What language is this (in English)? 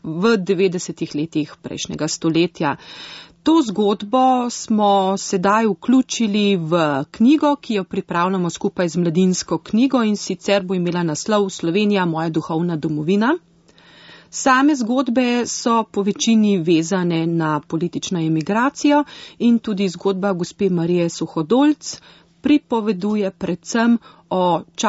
Slovenian